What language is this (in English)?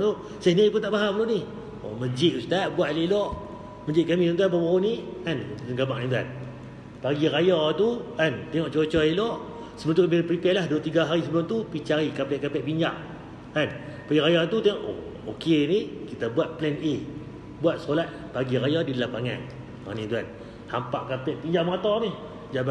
Malay